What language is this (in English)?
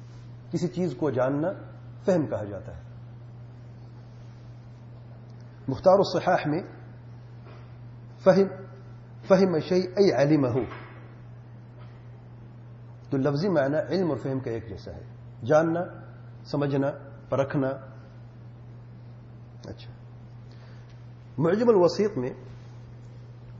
Urdu